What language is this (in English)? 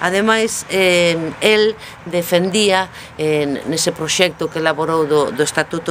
Galician